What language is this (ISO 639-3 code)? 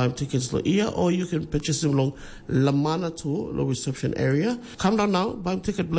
tpi